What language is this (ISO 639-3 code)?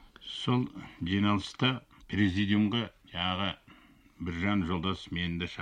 kaz